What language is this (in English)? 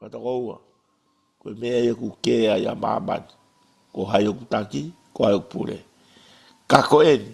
Tongan